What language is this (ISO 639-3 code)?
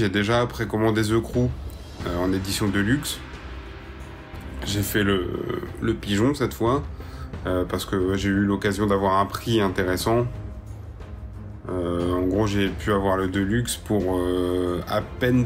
fra